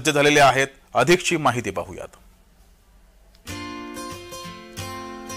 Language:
Marathi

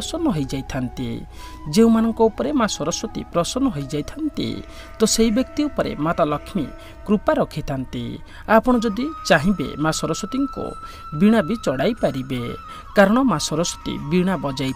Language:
Odia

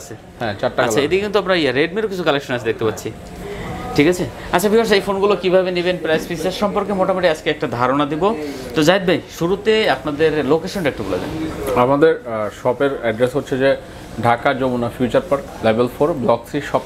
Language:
Bangla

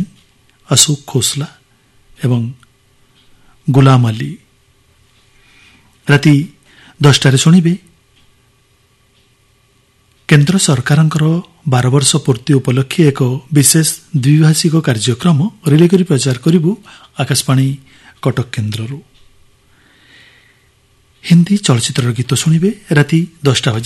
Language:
Odia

